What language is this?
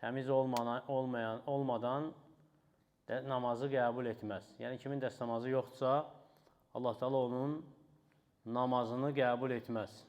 Azerbaijani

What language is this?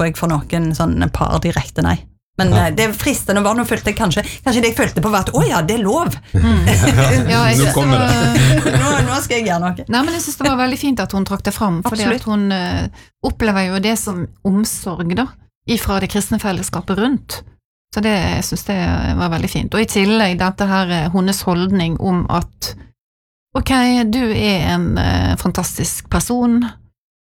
Norwegian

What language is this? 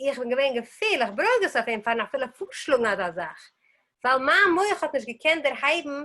Yiddish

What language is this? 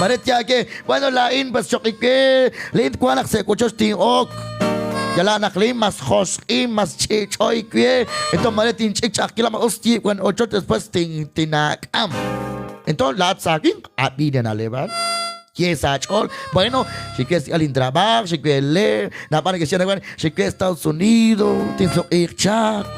Kekchí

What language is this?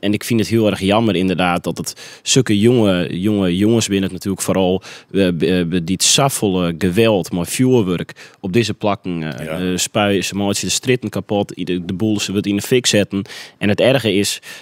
Western Frisian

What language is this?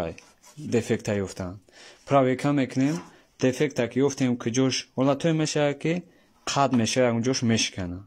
Tajik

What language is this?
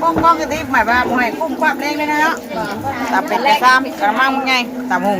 Northeastern Thai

